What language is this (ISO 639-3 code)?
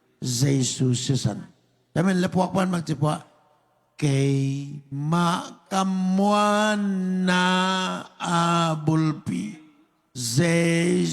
ctd